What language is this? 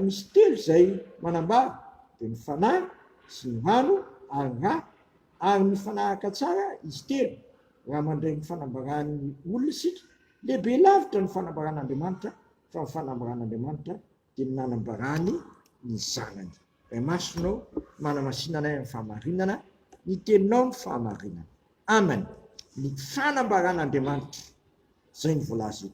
Malagasy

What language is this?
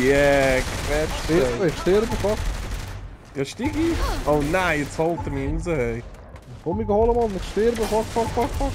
Swiss German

